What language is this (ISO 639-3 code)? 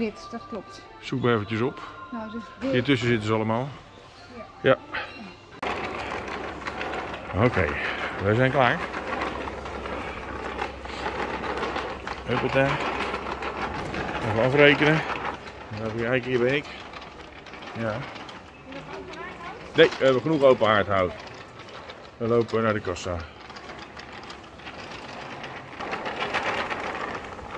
nld